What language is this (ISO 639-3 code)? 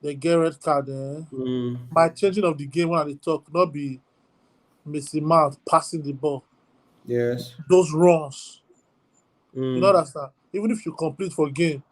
pcm